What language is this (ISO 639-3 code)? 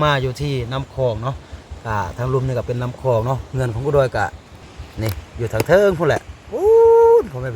lao